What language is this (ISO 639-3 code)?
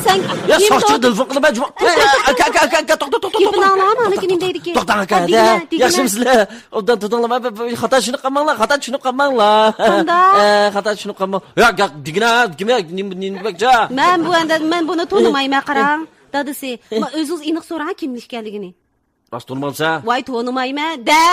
uig